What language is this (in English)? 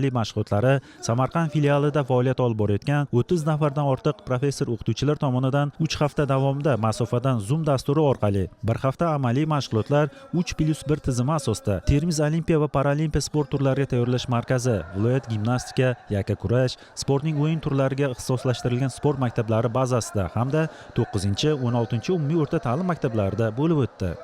Uzbek